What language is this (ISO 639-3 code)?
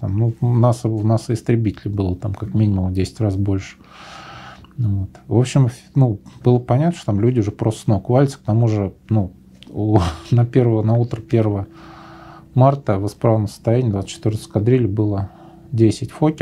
rus